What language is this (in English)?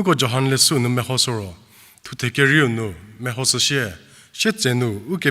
Angami Naga